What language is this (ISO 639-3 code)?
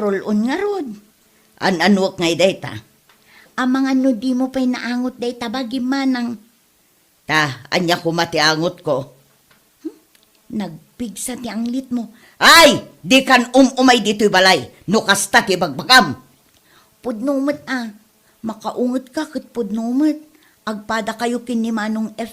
ilo